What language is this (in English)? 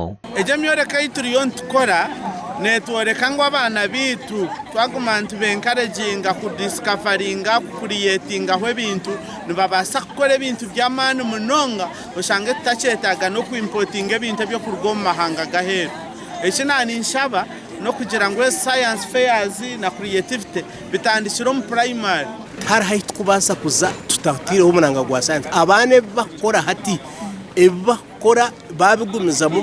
Nyankole